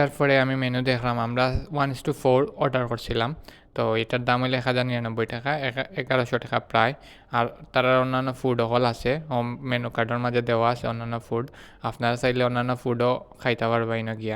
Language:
Sylheti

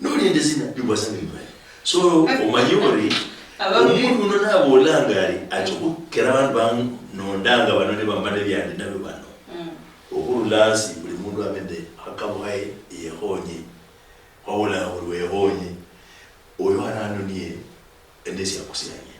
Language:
Luyia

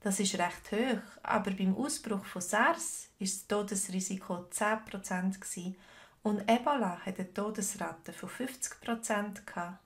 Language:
Swiss German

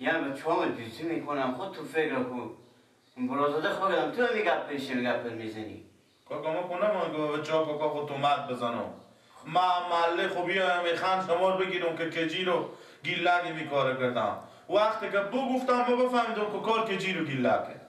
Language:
Persian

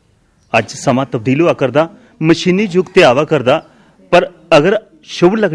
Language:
Dogri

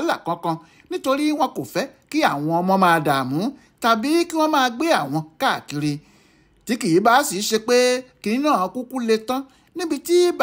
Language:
Yoruba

